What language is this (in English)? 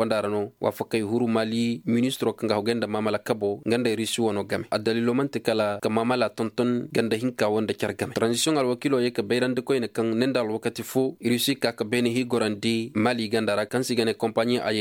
Koyraboro Senni